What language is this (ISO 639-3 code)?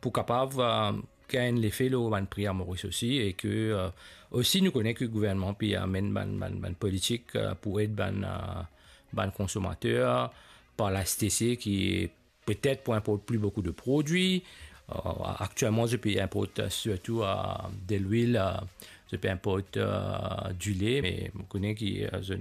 mfe